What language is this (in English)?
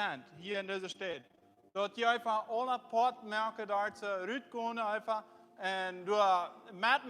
Plautdietsch